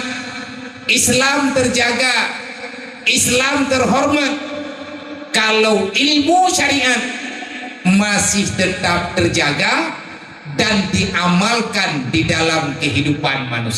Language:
Achinese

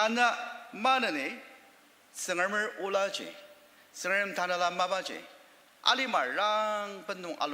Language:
Ao Naga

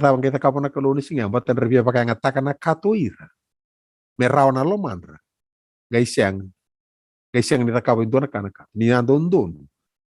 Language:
Fijian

